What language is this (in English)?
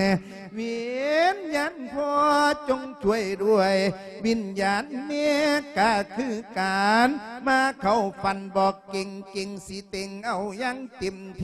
Lao